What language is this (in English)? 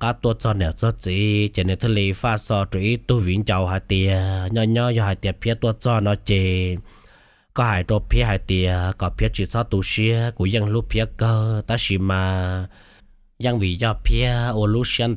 Hmong